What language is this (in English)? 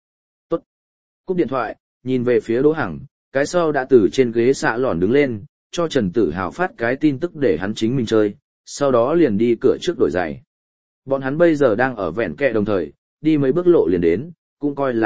Vietnamese